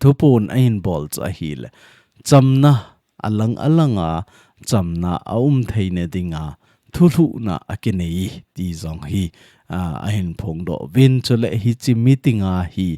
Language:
Thado Chin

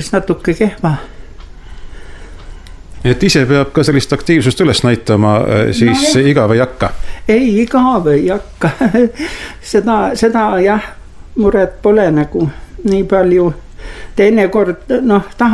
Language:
Estonian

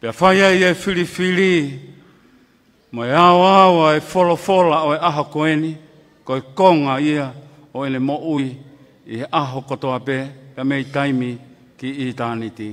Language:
Tongan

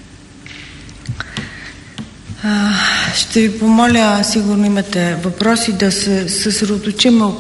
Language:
Bulgarian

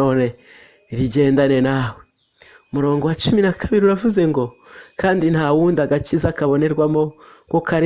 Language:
Kinyarwanda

